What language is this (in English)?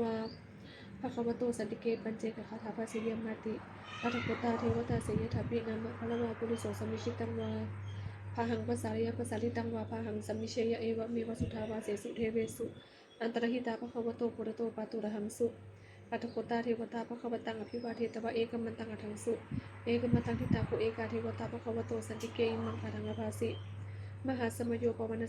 Pali